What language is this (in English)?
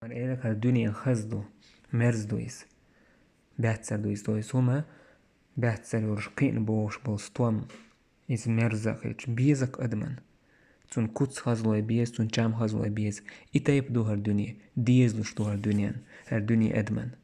Chechen